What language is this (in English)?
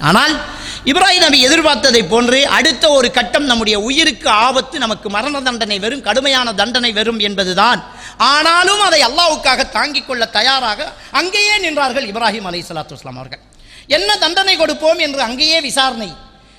Tamil